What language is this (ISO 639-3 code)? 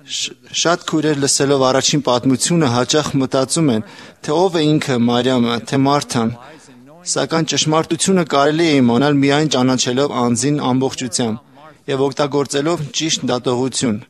hye